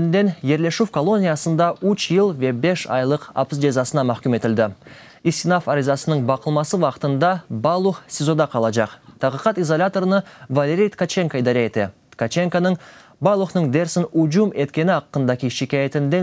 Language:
Crimean Tatar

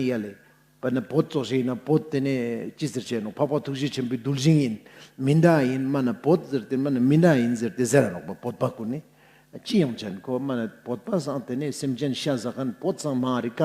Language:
Ladakhi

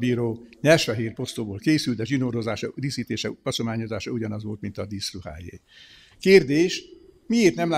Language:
Hungarian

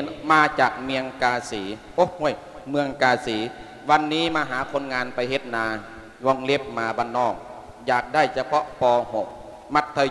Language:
Lao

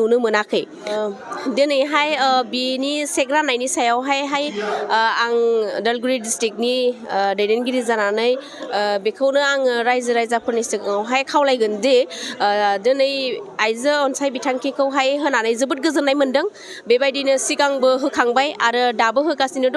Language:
Bodo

